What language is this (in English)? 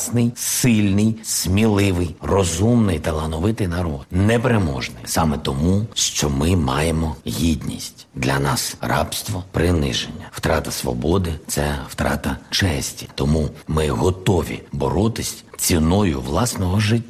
Ukrainian